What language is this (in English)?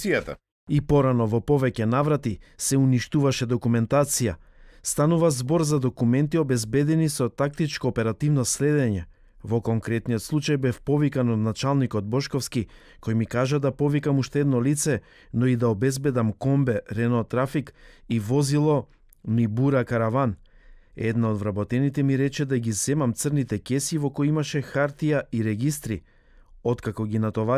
Macedonian